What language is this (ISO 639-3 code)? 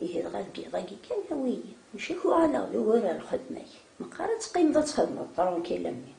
kab